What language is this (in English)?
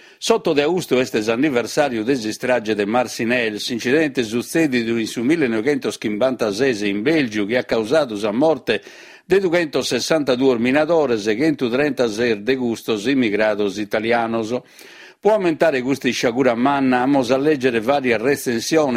Sardinian